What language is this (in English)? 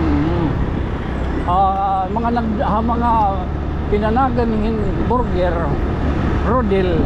Waray